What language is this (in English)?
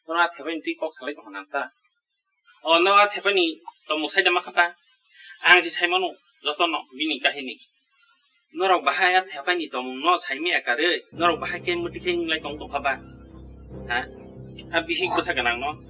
Kok Borok